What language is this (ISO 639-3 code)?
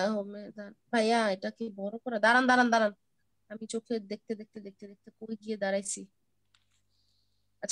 ben